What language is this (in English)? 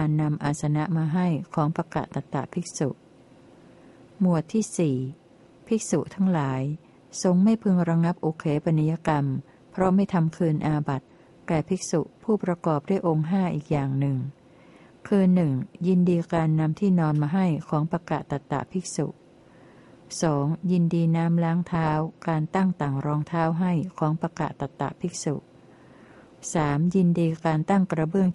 Thai